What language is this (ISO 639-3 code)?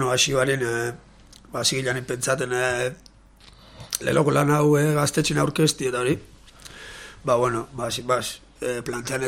eus